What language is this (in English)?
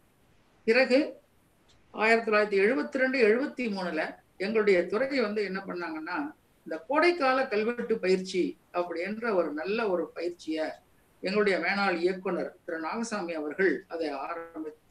Tamil